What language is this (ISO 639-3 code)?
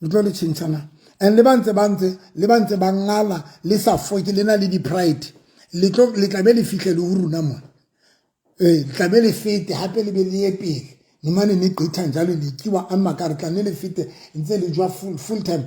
sot